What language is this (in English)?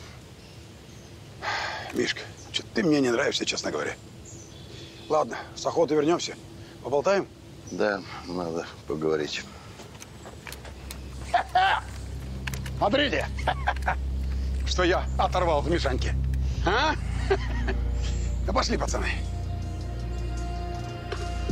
Russian